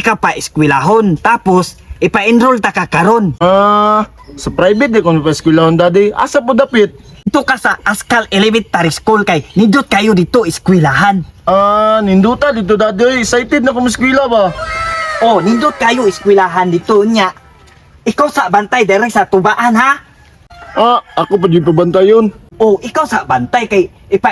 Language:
Cebuano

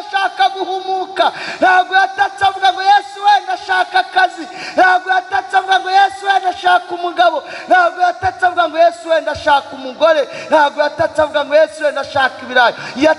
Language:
Kinyarwanda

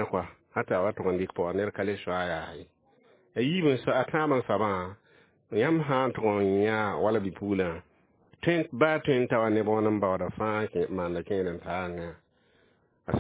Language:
Mossi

